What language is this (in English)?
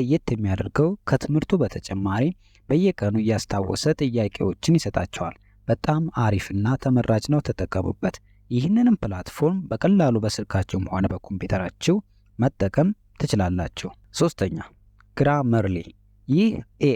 Amharic